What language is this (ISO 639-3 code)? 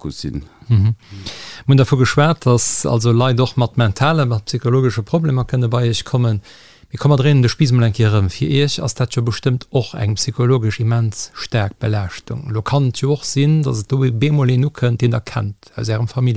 ltz